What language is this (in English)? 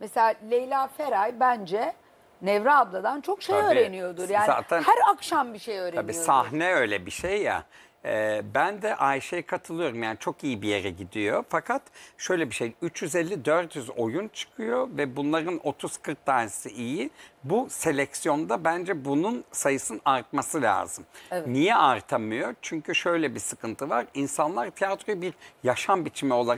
Turkish